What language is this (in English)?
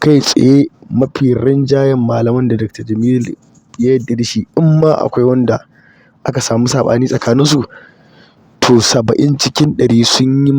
Hausa